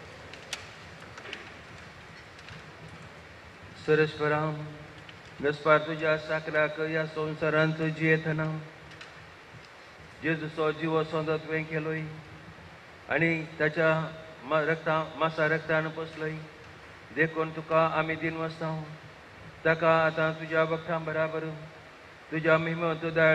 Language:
Konkani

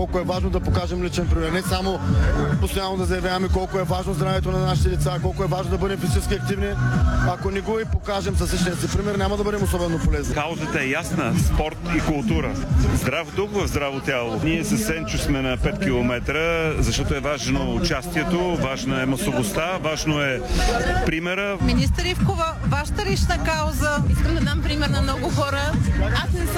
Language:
Bulgarian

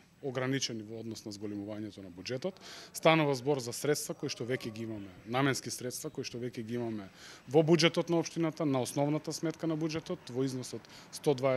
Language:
Macedonian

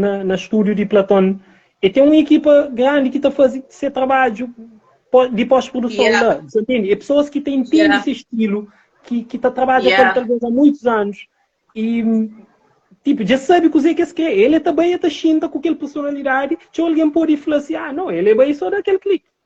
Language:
Kabuverdianu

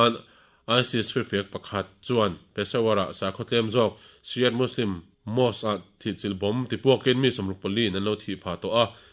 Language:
Mizo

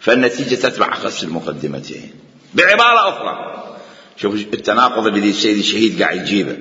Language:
Mesopotamian Arabic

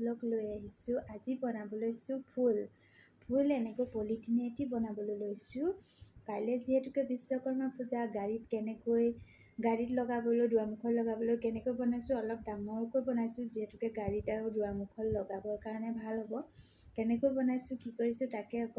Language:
Assamese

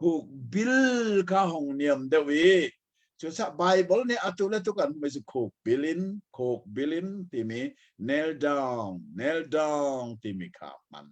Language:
Hakha Chin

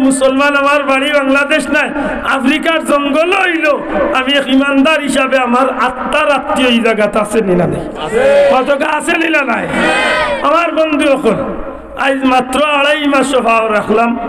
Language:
Sylheti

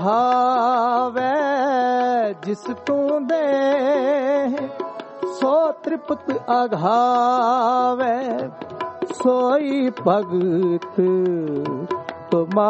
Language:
Punjabi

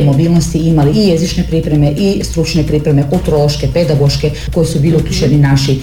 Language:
Croatian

